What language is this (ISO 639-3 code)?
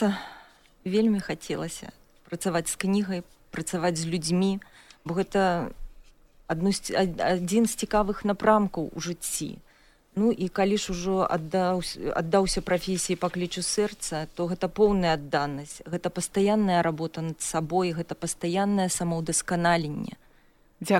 bel